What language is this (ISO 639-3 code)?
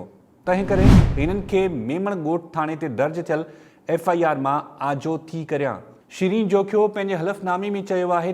snd